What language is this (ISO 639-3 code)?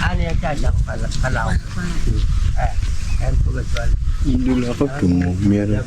ach